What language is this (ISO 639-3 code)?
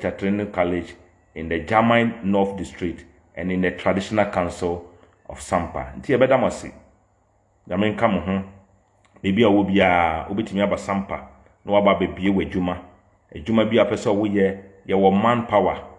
aka